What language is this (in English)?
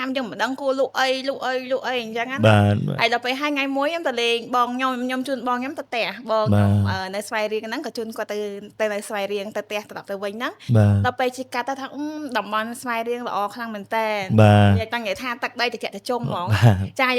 Khmer